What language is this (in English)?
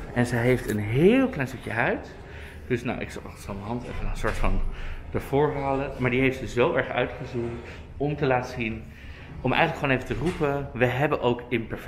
Dutch